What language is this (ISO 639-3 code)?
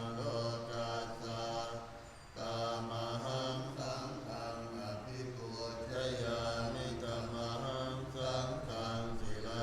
pli